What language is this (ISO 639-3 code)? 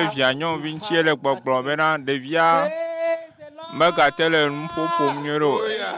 ewe